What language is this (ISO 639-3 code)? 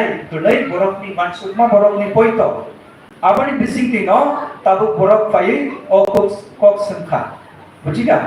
trp